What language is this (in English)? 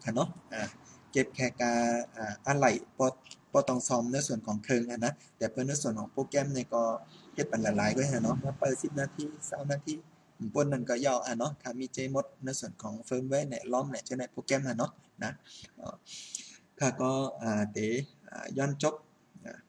Shan